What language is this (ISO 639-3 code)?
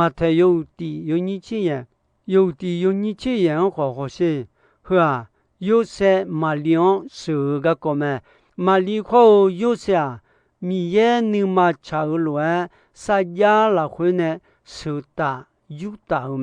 ahk